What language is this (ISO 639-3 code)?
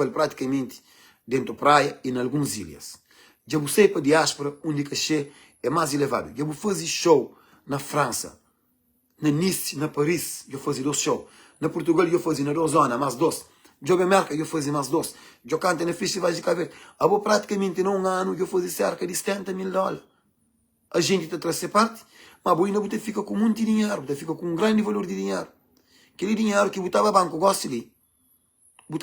kea